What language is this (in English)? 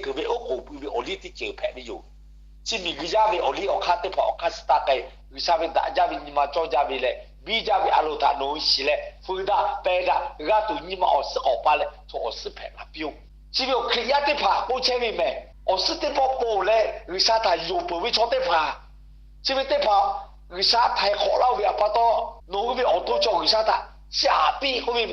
Lahu